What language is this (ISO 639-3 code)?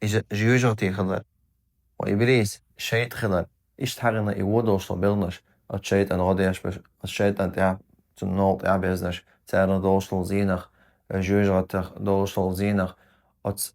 che